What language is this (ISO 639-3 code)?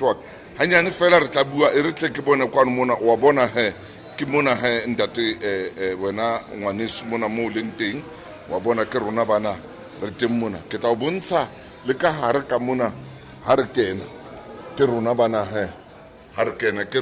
sot